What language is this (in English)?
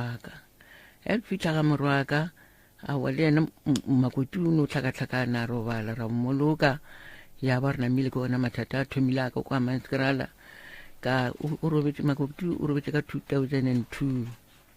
Northern Sotho